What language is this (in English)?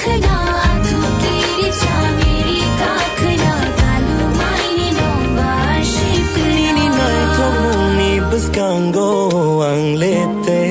Kok Borok